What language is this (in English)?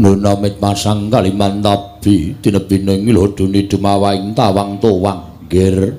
Javanese